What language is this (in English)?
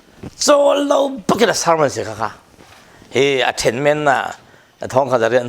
Falam Chin